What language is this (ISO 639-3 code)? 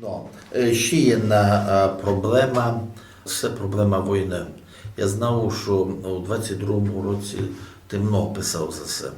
rue